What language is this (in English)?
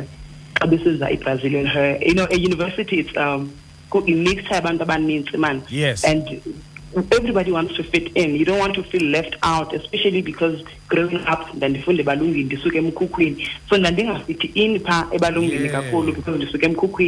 Xhosa